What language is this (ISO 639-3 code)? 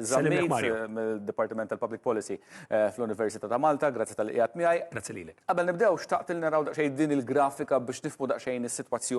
mlt